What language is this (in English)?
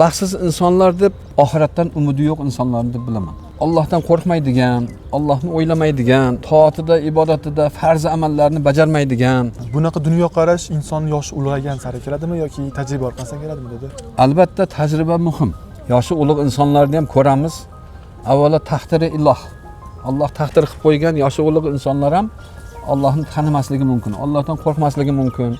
Uzbek